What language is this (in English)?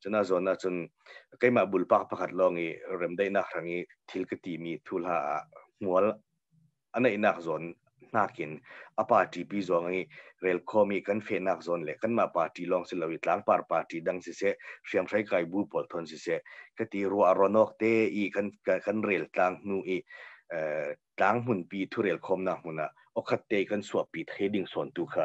Hakha Chin